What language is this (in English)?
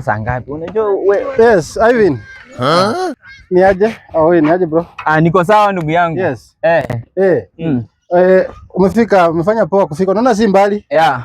Swahili